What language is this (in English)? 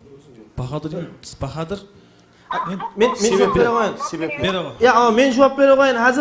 Kara-Kalpak